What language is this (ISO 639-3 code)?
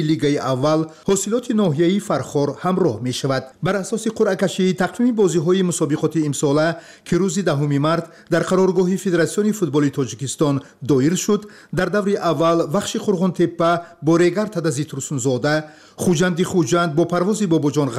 tgk